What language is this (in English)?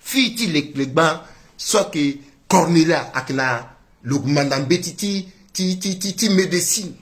Sango